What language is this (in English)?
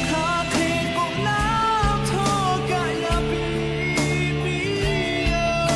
Lahu